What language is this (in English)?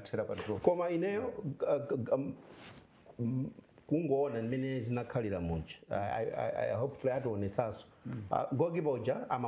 Nyanja